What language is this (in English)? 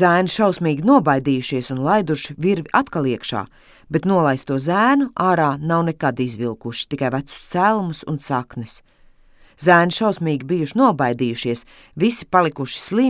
Latvian